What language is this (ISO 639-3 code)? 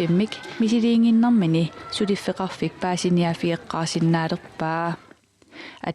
kal